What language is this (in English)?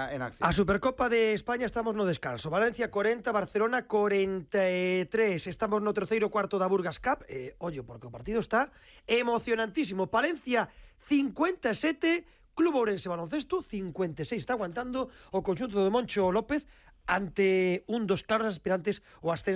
Galician